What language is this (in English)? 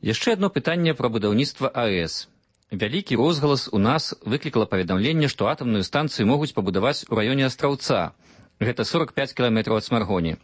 Belarusian